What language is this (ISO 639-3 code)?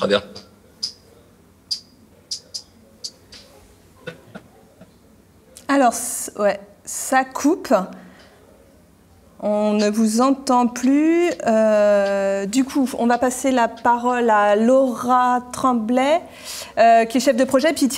fra